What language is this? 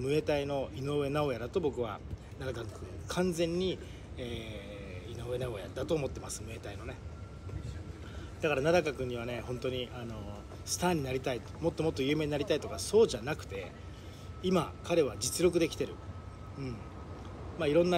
Japanese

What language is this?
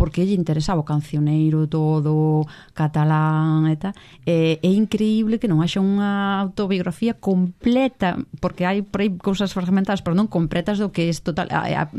Galician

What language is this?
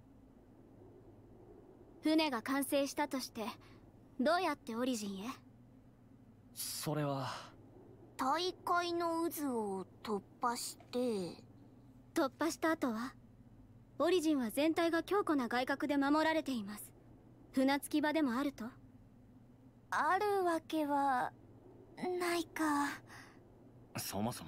Japanese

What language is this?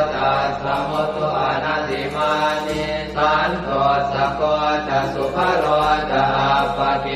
Pali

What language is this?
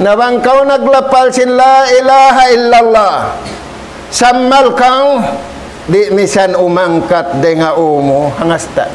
Tausug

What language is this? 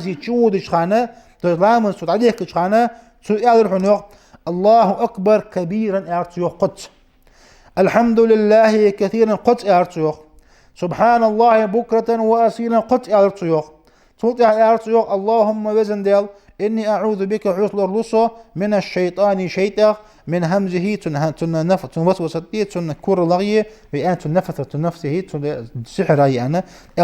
Ingush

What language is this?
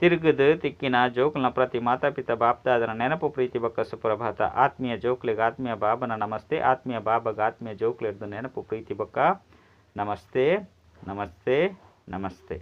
Tulu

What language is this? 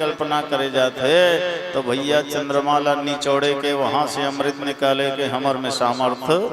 Chhattisgarhi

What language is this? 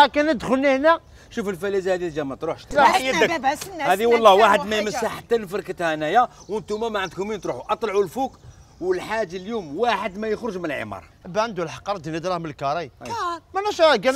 Algerian Arabic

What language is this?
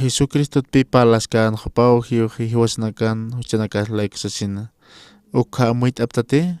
Aymara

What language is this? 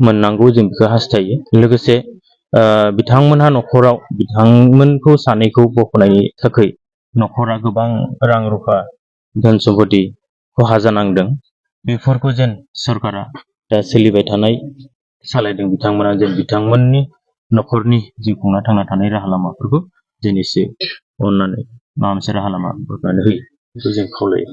Bodo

